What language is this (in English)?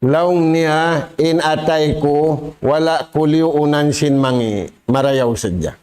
Tausug